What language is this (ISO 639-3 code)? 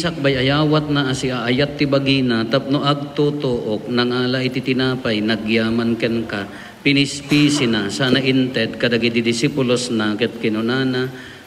ilo